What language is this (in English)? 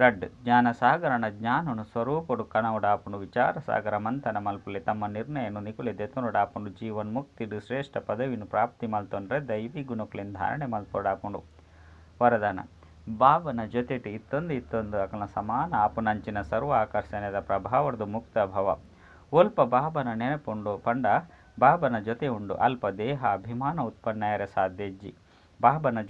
Tulu